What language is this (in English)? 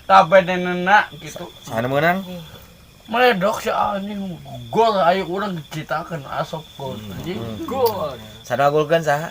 Sundanese